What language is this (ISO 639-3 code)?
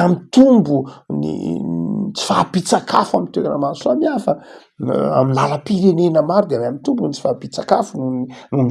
mlg